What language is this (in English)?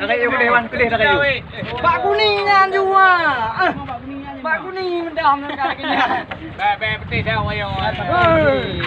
Achinese